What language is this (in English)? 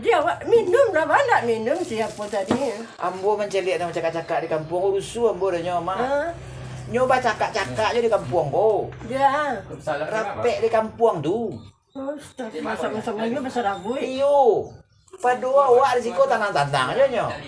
Minangkabau